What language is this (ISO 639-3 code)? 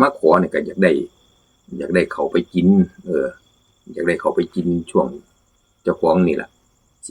tts